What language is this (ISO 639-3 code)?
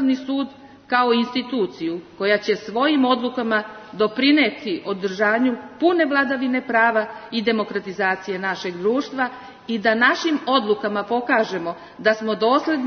srp